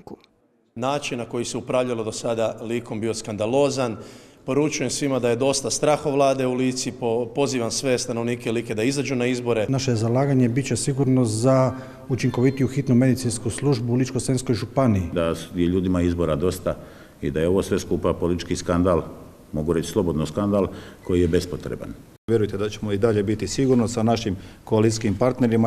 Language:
Croatian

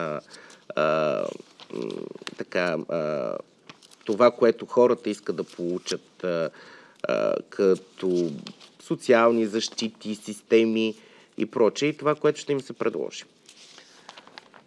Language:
Bulgarian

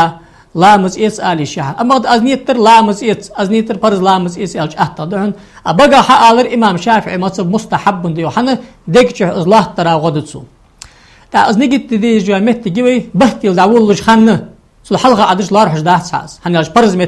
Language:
Ingush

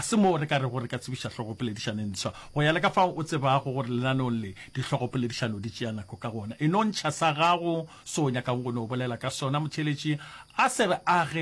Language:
Northern Sotho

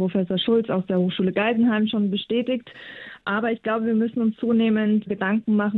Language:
German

